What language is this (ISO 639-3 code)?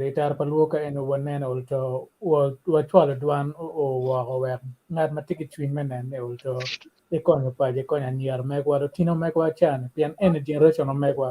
ach